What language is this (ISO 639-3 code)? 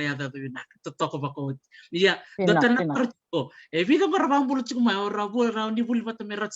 fij